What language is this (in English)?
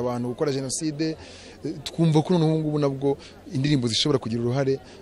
Kinyarwanda